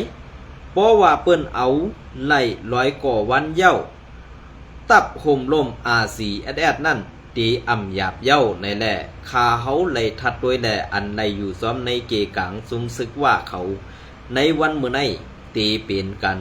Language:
Shan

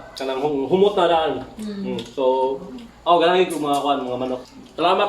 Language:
Cebuano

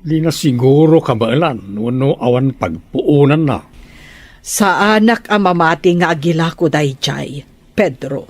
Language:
Iloko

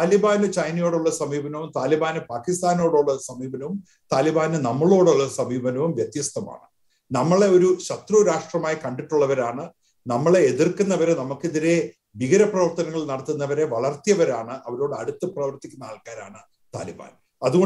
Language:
Malayalam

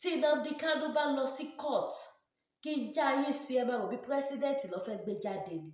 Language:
Yoruba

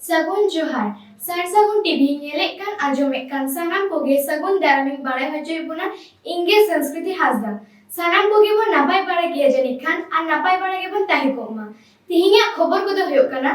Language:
Santali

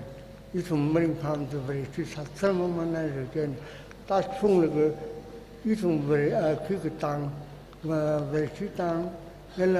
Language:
Tangkhul Naga (India)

